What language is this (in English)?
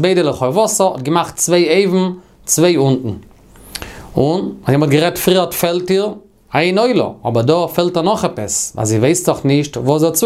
Yiddish